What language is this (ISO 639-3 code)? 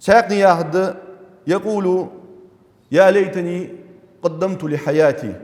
inh